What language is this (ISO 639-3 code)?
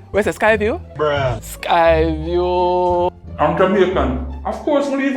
jam